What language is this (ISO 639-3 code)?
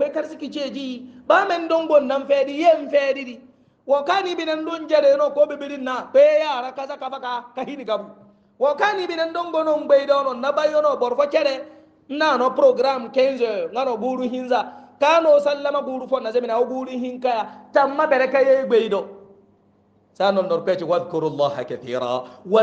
hau